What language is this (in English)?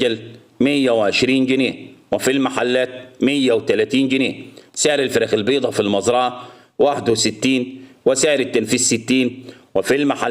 Egyptian Arabic